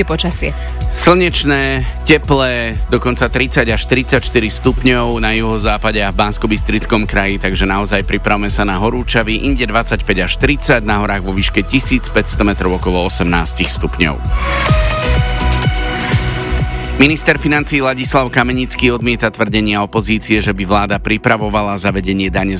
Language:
Slovak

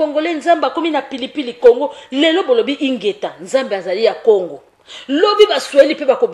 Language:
Lingala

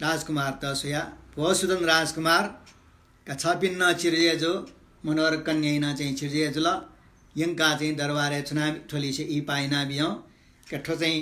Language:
Newari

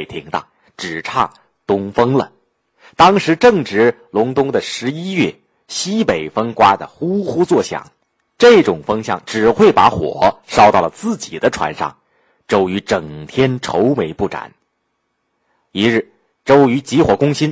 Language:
Chinese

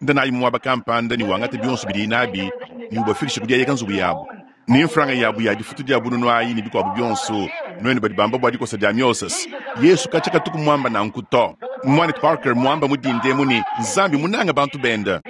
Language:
Luba-Lulua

